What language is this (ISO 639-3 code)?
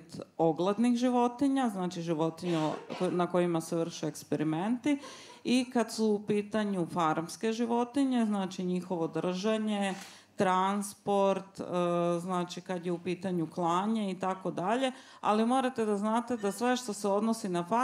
srp